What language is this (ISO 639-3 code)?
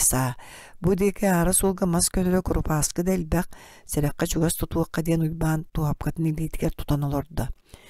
sah